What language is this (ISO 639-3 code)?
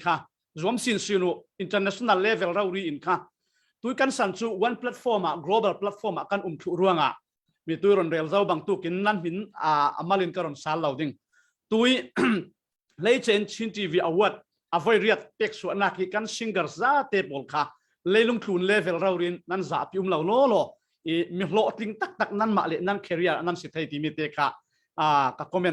cfm